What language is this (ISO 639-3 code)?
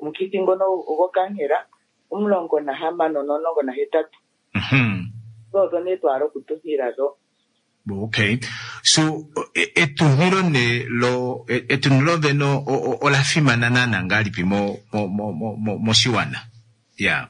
kua